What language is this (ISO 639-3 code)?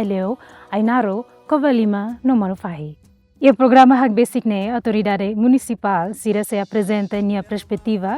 tet